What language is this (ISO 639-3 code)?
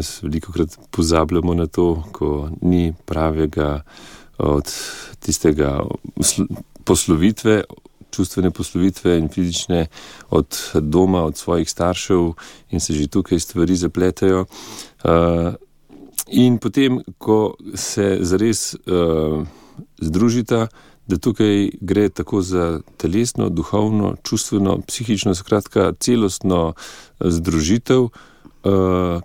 slv